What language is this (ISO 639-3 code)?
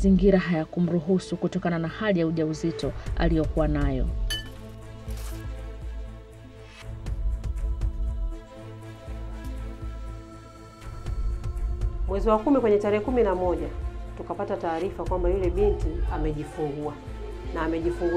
swa